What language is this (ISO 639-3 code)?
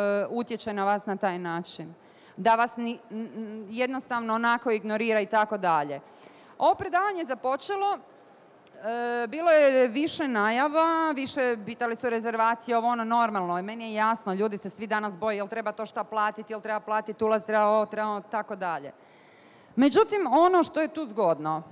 bos